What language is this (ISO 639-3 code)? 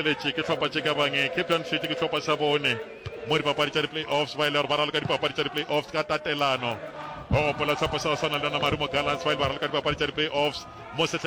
nso